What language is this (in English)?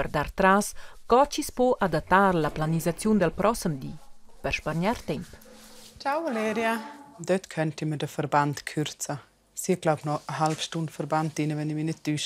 Romansh